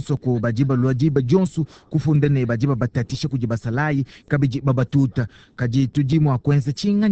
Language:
Luba-Lulua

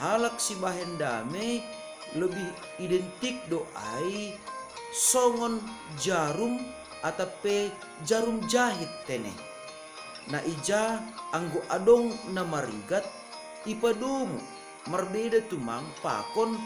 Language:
Batak Simalungun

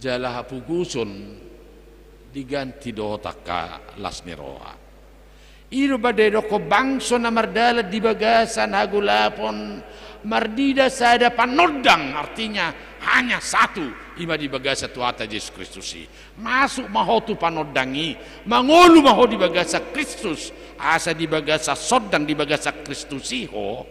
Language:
Batak Toba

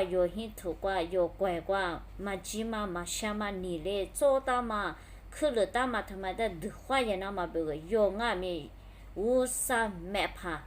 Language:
Lisu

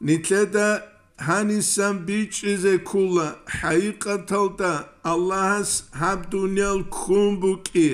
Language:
Avaric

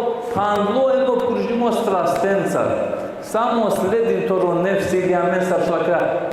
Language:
Balkan Romani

